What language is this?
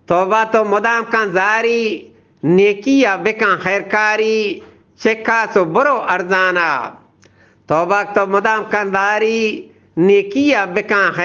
Eastern Balochi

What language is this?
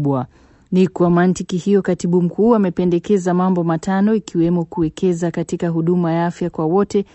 Swahili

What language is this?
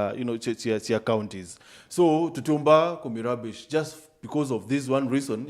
Meru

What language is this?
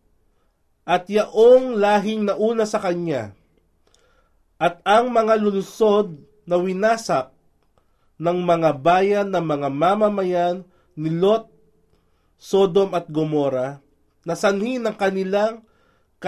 Filipino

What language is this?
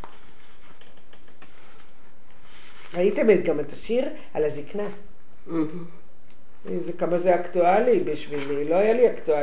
Hebrew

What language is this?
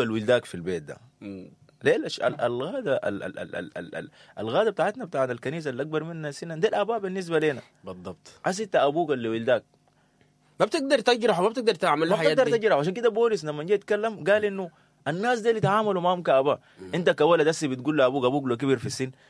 Sudanese Arabic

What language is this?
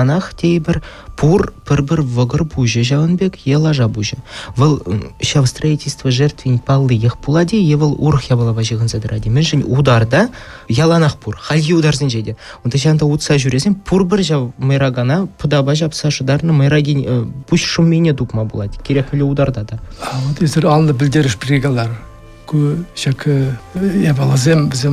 Chuvash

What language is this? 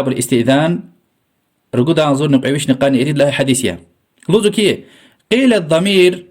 Lezghian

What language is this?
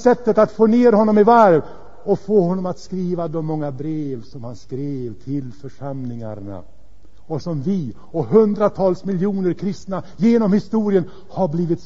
Swedish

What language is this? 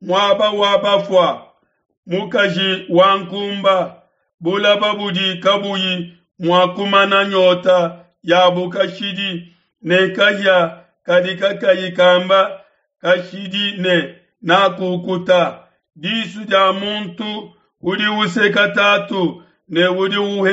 Luba-Lulua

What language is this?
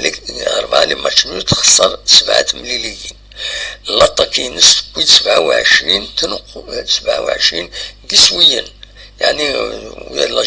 Kabyle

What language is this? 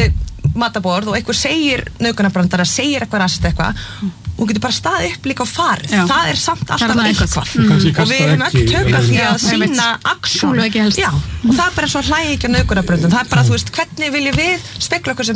Icelandic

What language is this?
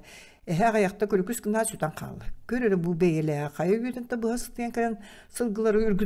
Yakut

